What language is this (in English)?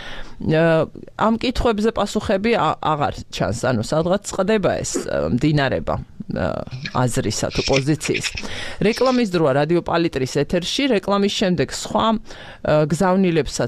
Georgian